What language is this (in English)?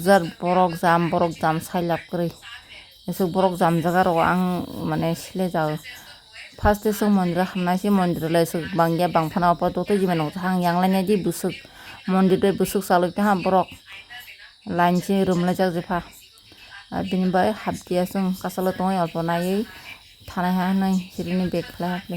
Kok Borok